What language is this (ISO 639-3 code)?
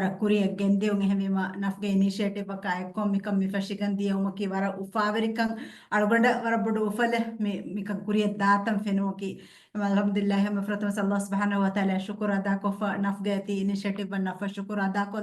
div